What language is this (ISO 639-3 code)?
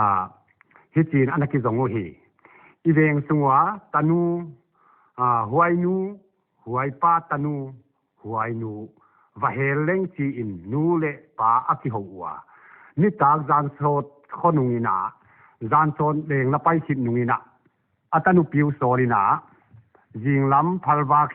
pck